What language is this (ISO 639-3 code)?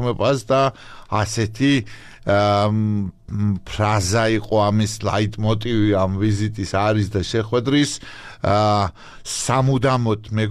kat